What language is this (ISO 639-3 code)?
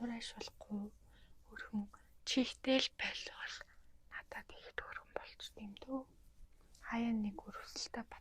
mon